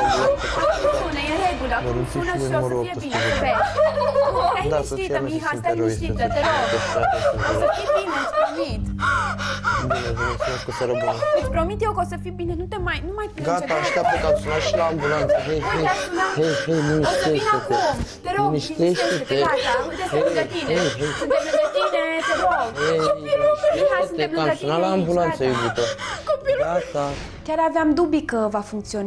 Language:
Romanian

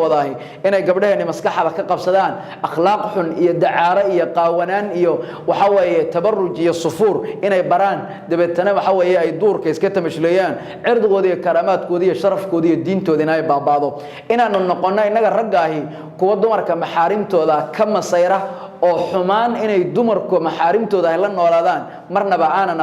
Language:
Somali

